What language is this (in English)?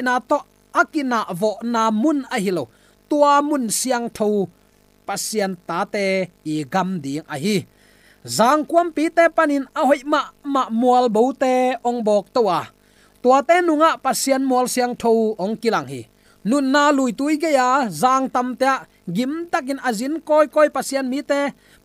Tedim Chin